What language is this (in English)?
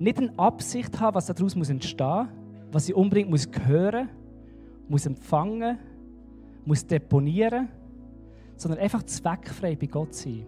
Swiss German